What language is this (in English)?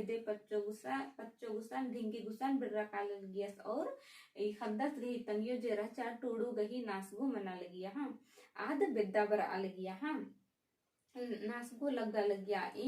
Kurukh